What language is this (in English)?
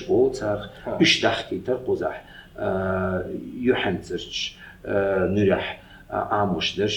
Chechen